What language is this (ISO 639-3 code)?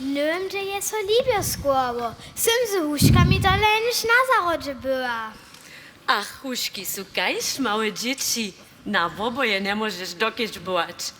hsb